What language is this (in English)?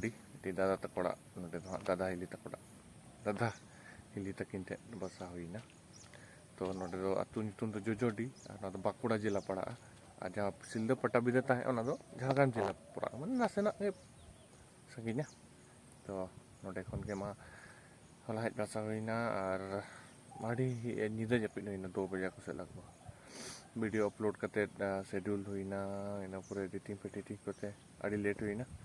Santali